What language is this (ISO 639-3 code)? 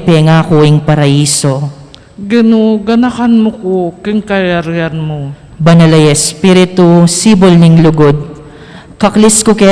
pam